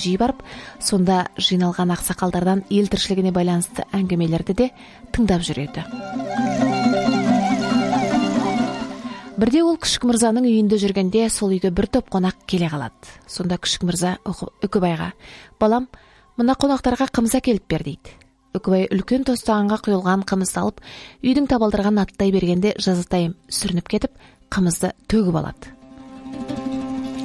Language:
Kazakh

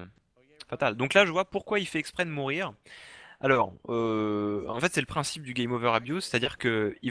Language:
French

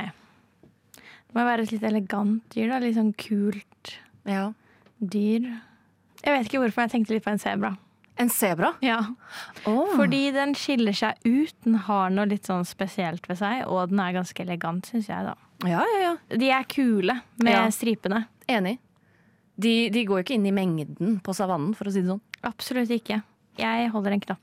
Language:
Norwegian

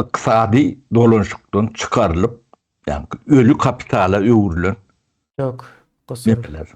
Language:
Turkmen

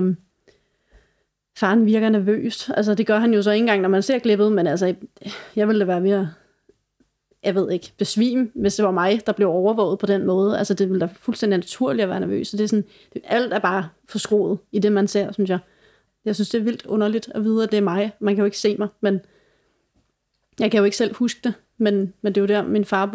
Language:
Danish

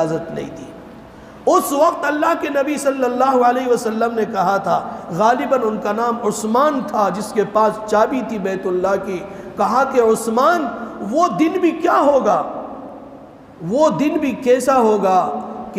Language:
Urdu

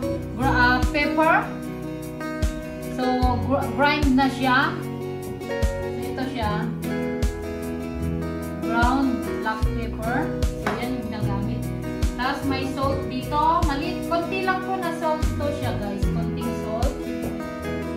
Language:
Filipino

